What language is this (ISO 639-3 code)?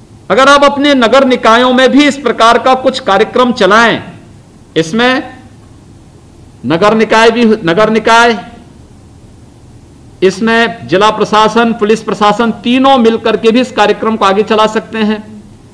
hin